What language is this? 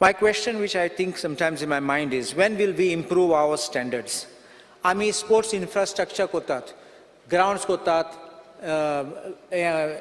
Konkani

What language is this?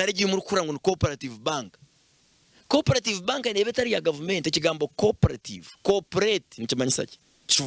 Nyankole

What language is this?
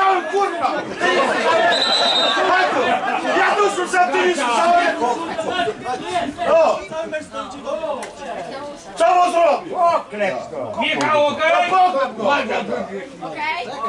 Polish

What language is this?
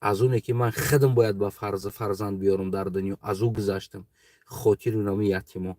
Tajik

